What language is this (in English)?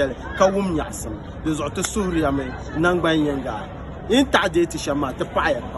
Dagbani